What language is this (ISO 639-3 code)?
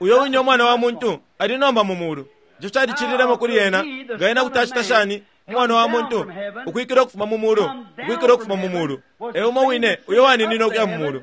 bem